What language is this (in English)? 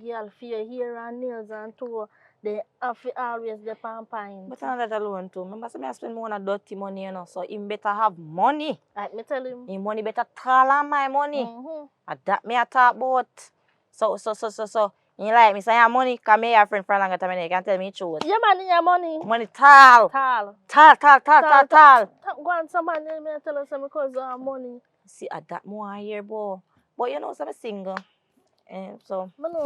Jamaican Creole English